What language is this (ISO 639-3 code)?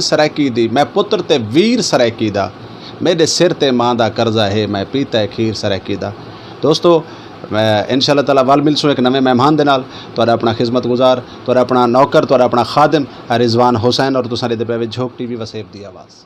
skr